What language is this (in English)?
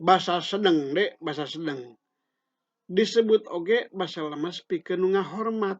Sundanese